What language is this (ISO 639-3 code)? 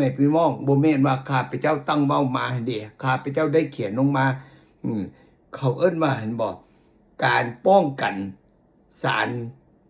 lao